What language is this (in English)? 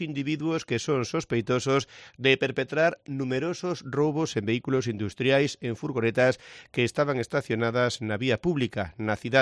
Galician